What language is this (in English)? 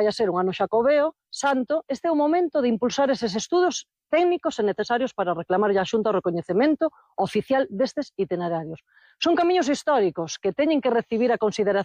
Galician